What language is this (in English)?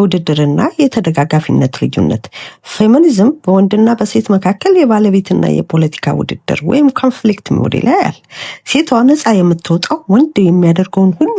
Amharic